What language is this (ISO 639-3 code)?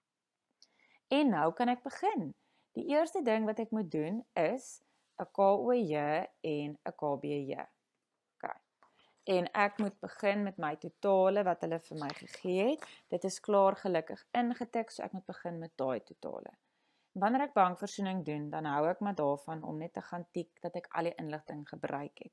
afr